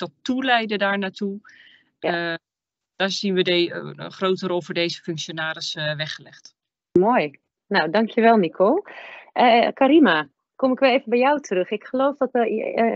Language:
Dutch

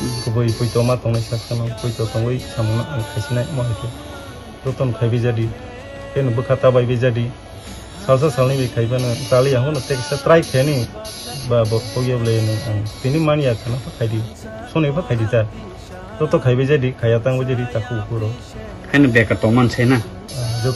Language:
Kok Borok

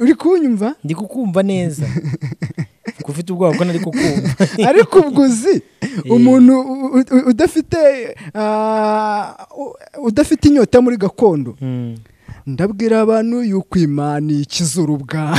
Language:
Kinyarwanda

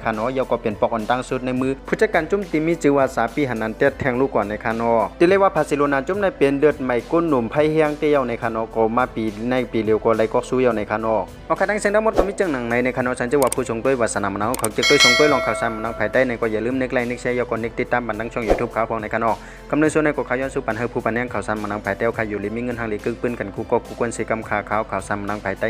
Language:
Shan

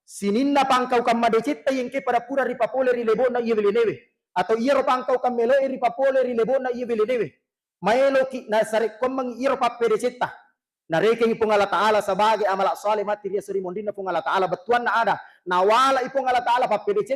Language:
Buginese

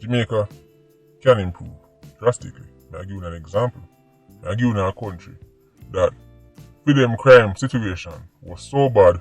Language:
Jamaican Creole English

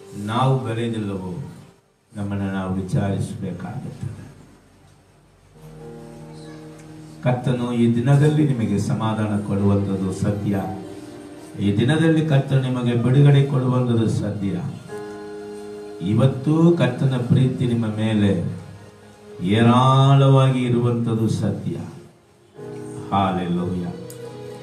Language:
Kannada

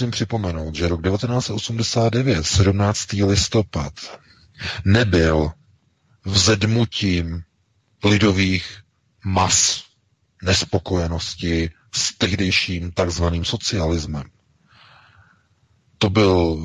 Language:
Czech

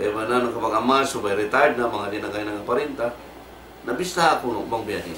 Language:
Tausug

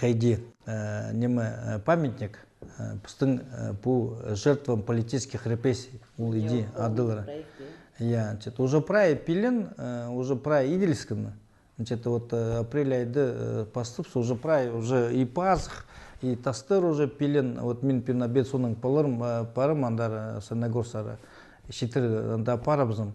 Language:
Khakas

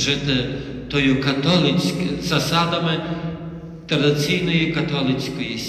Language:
Ukrainian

